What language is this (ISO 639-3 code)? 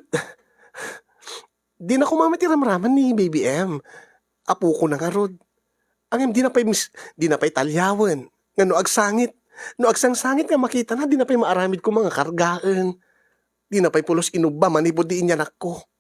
ilo